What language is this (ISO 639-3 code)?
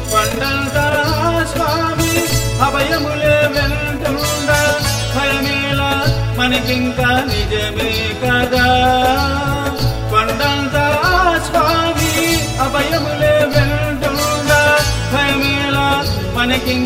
tel